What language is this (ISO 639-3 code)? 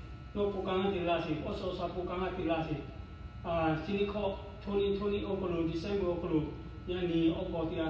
lhu